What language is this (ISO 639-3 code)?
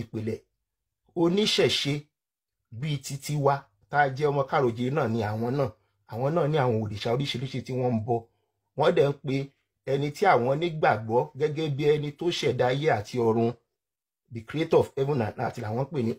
yor